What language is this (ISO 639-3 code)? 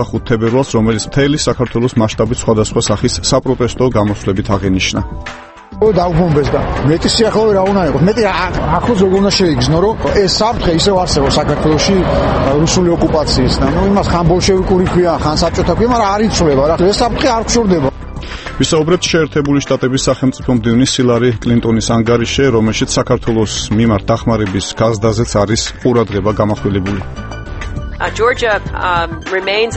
kat